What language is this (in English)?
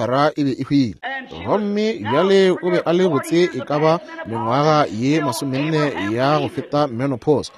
Northern Sotho